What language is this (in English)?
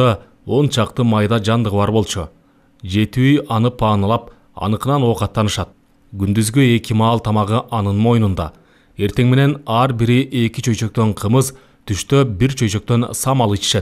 Kyrgyz